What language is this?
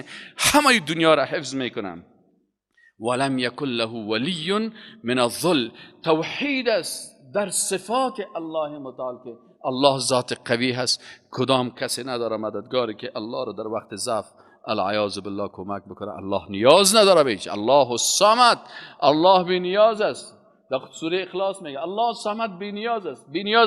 Persian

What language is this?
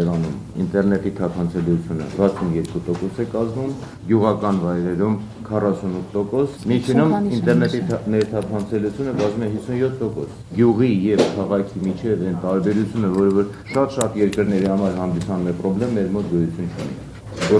Armenian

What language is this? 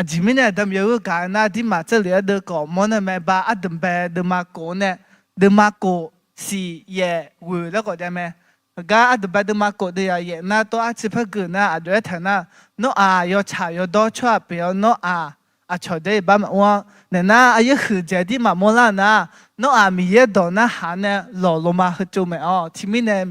Akha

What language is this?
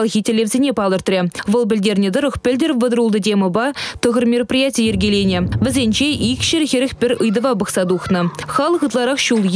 Chuvash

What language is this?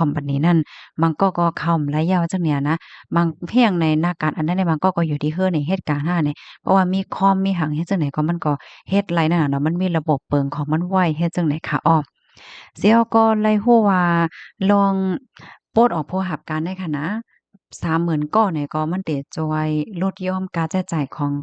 Shan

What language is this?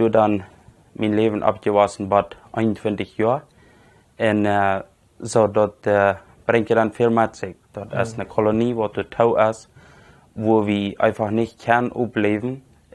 Plautdietsch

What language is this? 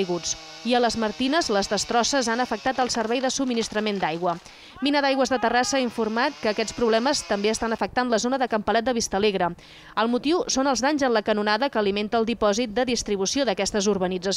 Catalan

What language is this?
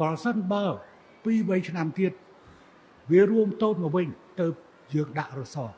Khmer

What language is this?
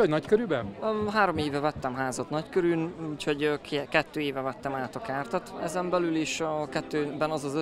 Hungarian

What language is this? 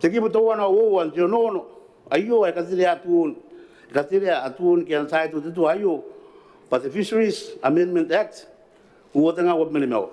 Gilbertese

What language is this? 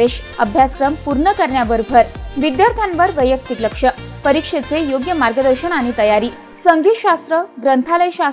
Marathi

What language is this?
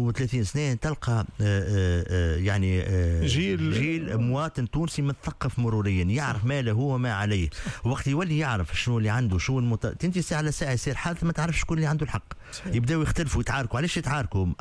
Tunisian Arabic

